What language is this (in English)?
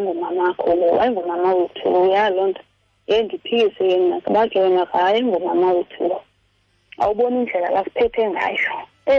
Xhosa